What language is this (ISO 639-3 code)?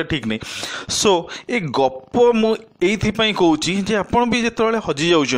ori